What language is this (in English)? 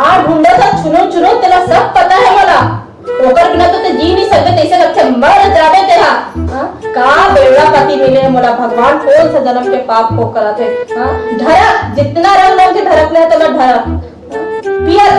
Chhattisgarhi